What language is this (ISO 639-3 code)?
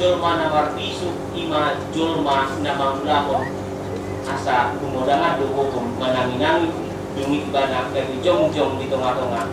bbc